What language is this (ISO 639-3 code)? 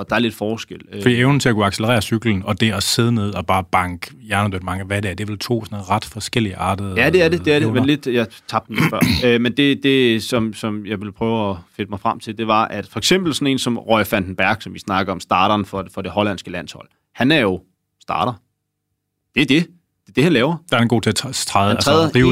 dan